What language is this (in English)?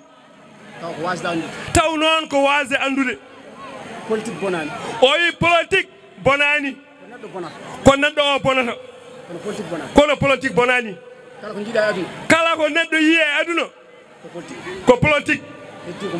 Fula